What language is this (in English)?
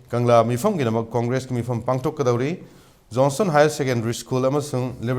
Manipuri